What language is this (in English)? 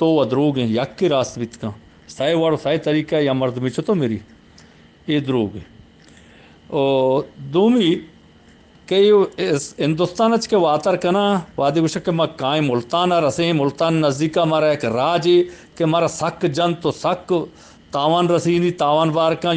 Eastern Balochi